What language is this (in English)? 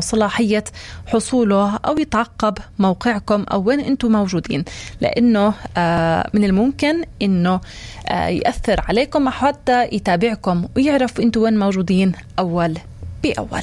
North Levantine Arabic